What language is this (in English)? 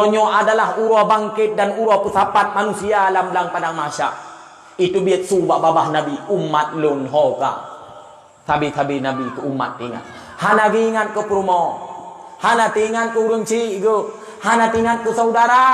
Achinese